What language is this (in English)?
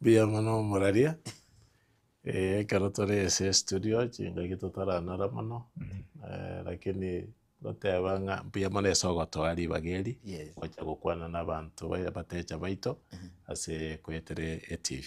Gusii